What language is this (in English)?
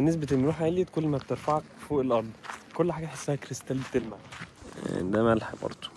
Egyptian Arabic